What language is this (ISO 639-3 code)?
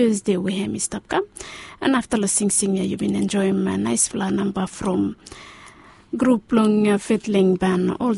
bis